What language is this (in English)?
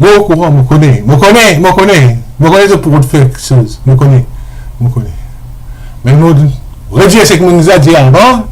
Morisyen